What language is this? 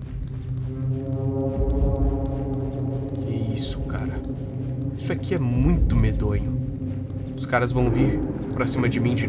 Portuguese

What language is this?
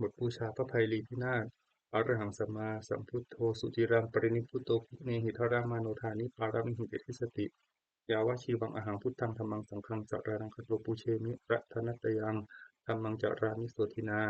Pali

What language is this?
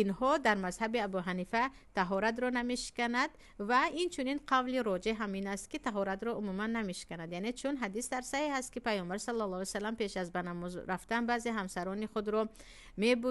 Tajik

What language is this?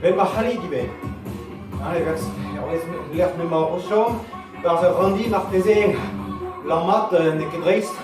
Breton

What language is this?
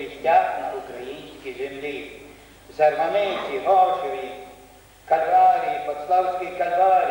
Ukrainian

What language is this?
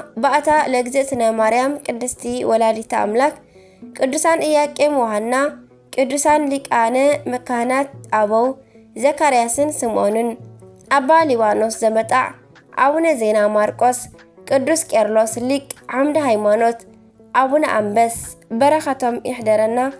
Tigrinya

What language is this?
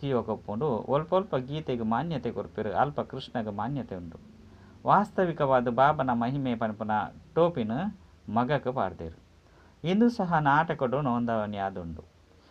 Tulu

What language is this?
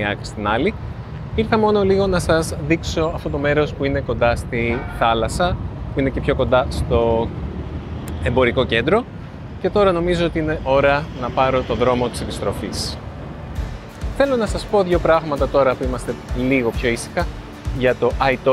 Greek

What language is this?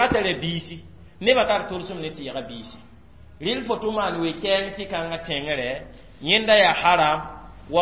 Mossi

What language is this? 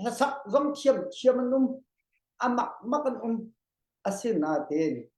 Hakha Chin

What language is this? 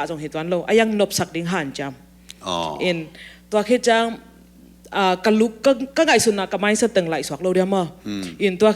Tedim Chin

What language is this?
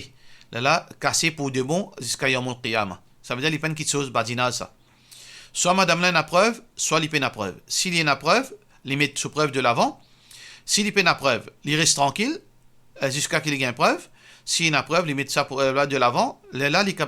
Morisyen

